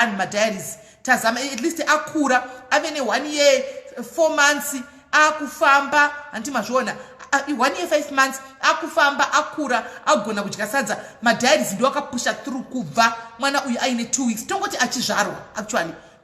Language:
Shona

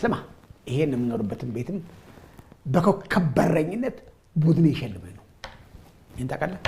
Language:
Amharic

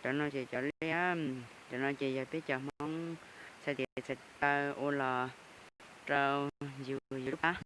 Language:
Hmong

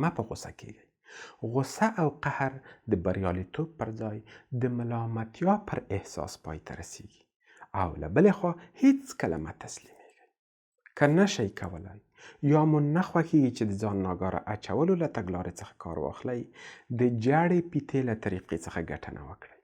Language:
Pashto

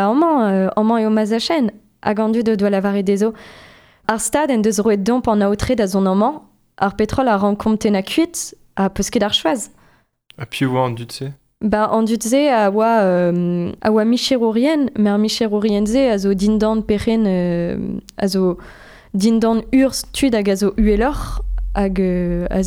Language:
Breton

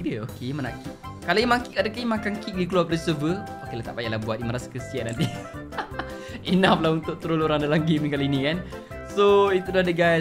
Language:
Malay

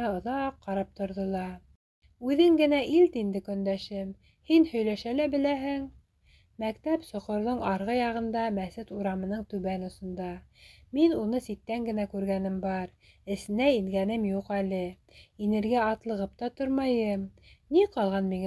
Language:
Bashkir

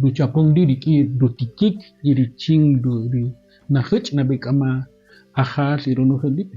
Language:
Kaqchikel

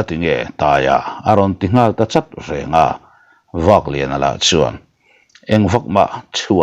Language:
Mizo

